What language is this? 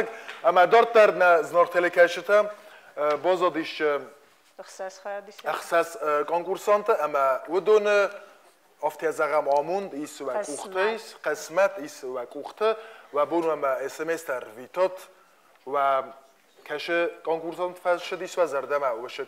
Ossetic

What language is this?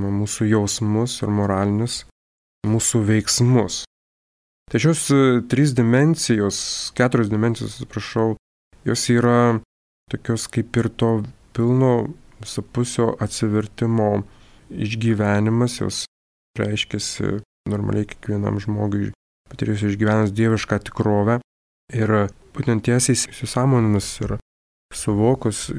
Lithuanian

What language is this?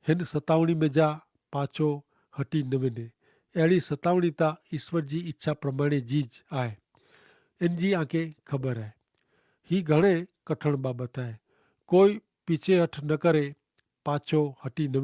Kachhi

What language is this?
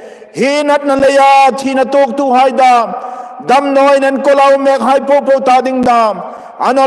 Hmar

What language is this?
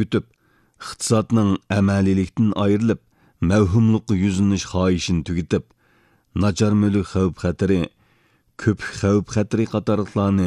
Uyghur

